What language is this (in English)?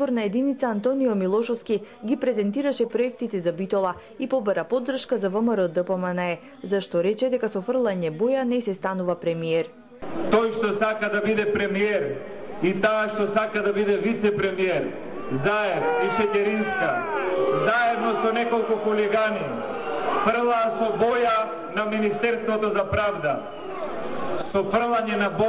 Macedonian